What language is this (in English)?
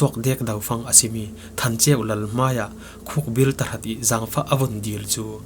Falam Chin